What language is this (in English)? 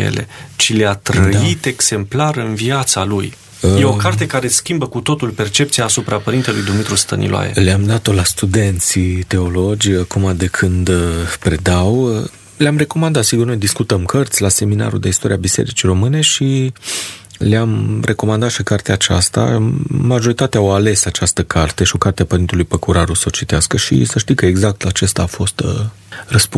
Romanian